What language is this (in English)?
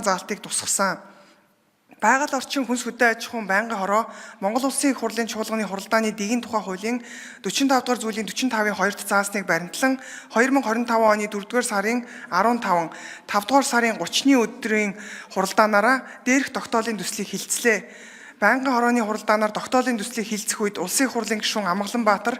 Mongolian